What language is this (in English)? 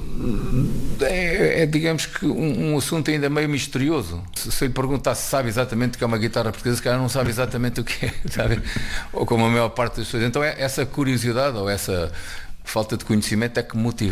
Portuguese